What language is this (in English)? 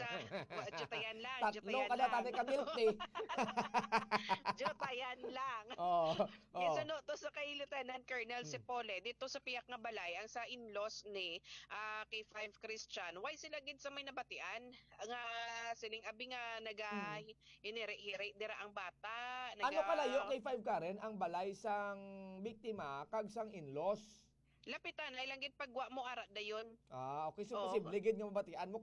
Hiligaynon